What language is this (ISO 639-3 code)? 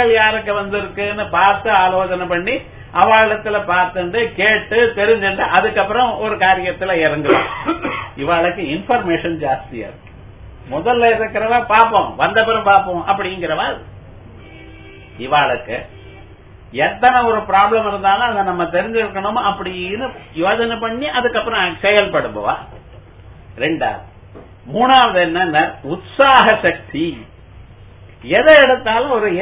tam